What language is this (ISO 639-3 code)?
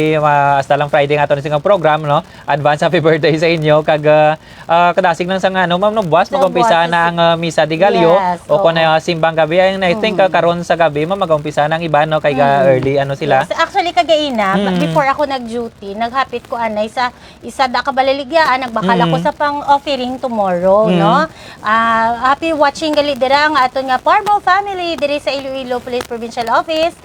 hil